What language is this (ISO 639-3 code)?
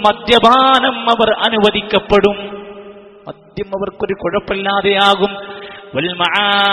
mal